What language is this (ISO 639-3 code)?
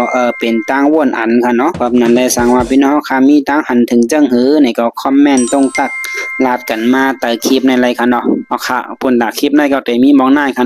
shn